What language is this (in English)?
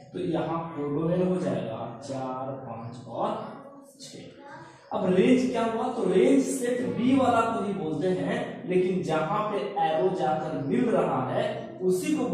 Hindi